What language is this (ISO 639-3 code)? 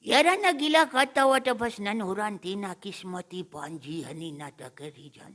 brh